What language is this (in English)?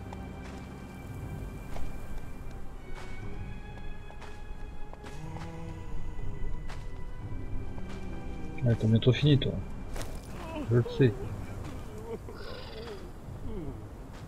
French